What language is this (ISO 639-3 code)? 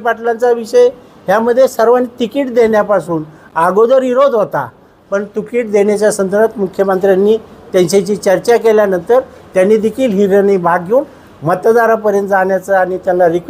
mar